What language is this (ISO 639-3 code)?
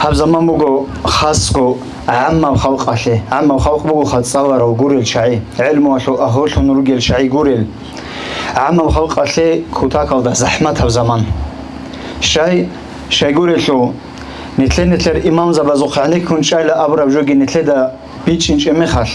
ava